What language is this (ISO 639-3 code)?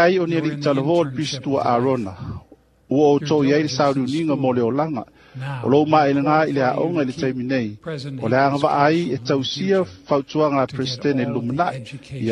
smo